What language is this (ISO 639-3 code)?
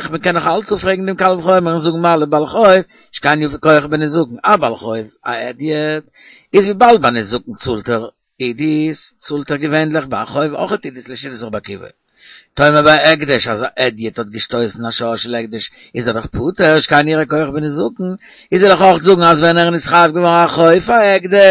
yid